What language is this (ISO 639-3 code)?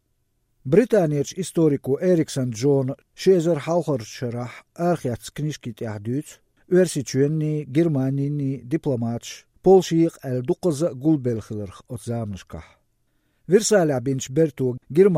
aze